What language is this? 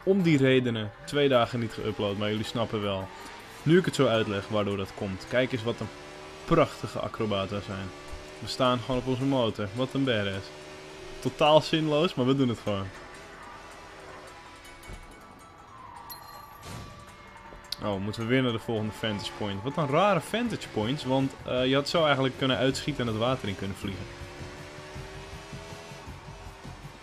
Dutch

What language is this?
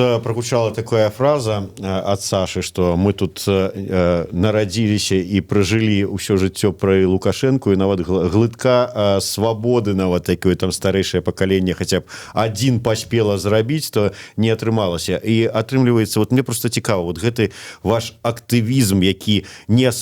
Belarusian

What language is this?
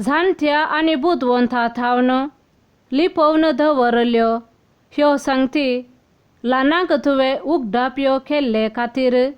Konkani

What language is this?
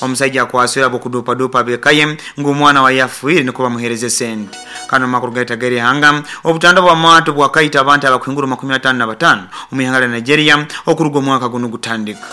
Nyankole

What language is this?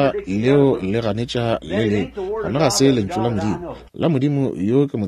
Northern Sotho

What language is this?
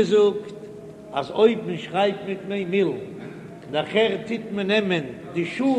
Yiddish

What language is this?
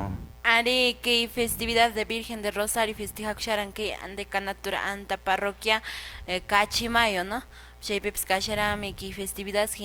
Quechua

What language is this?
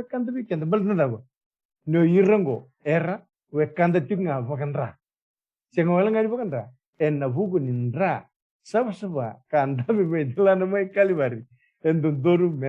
Fijian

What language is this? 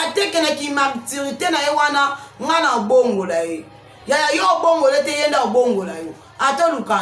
Lingala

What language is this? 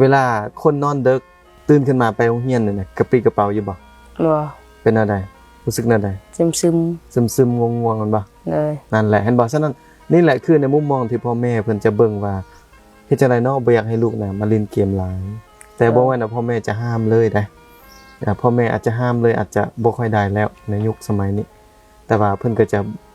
Lao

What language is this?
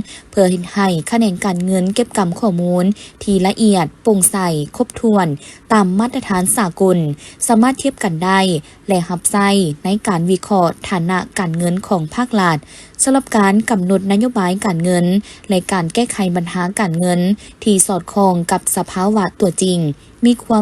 Lao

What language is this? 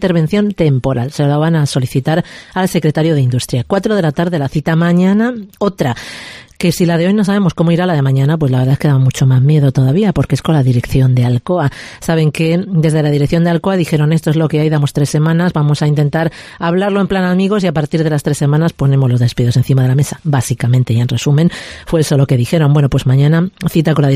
Spanish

